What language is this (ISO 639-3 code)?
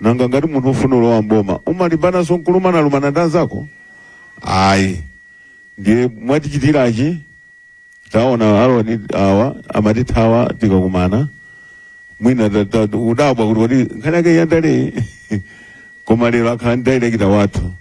nya